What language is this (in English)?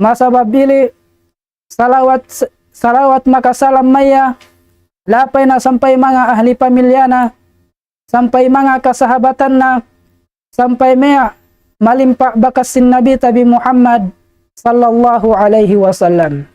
Tausug